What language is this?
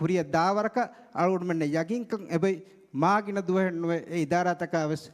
Divehi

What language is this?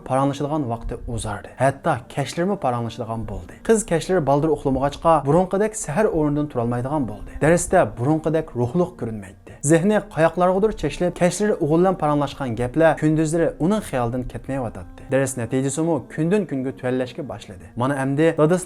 Uyghur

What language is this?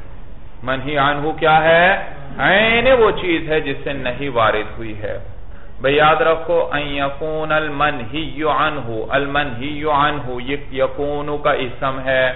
Urdu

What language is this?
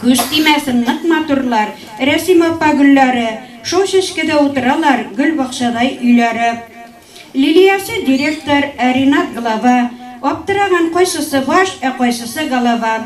Tatar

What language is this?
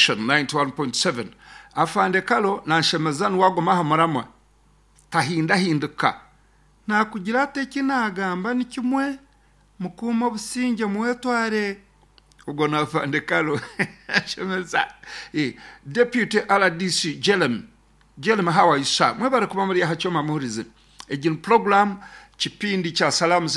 Nyankole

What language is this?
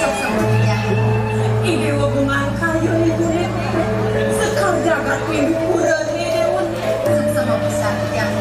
Balinese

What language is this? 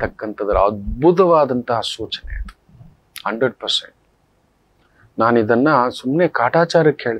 Kannada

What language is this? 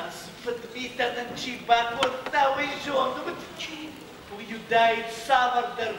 Ossetic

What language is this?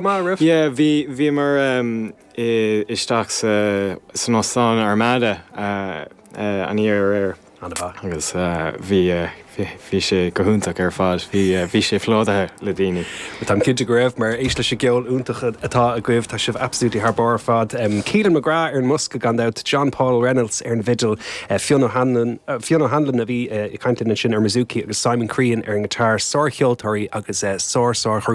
Irish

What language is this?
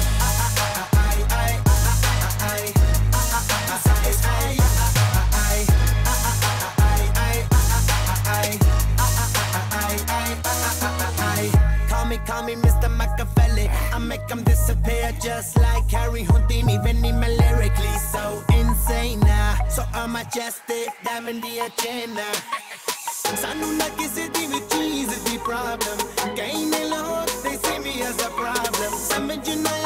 English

